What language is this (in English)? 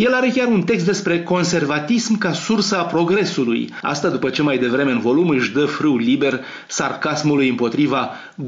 Romanian